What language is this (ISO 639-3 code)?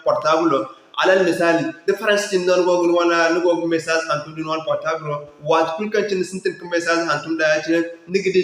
dje